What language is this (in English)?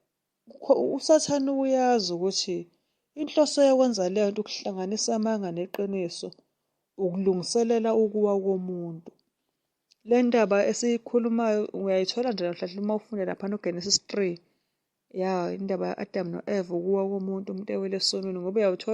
Zulu